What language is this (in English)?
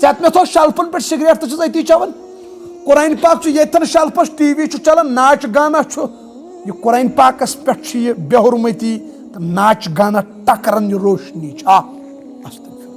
Kashmiri